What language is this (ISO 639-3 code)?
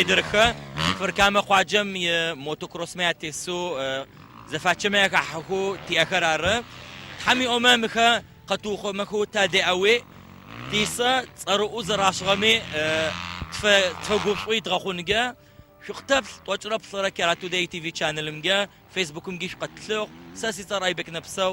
ady